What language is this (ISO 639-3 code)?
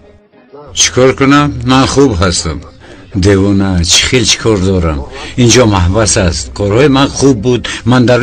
tgk